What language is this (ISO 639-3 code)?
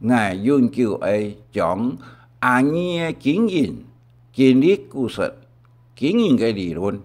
hak